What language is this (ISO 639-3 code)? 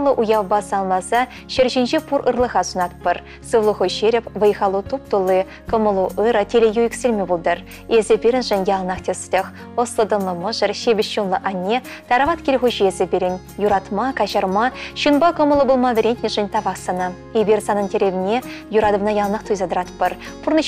chv